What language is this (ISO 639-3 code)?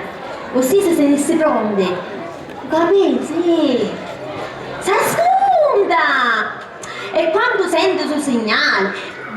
scn